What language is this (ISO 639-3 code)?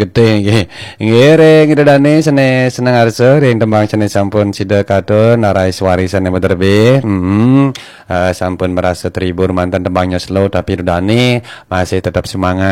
ban